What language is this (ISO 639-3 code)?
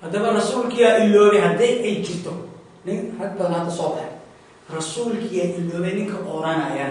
som